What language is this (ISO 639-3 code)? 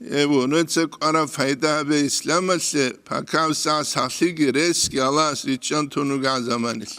ava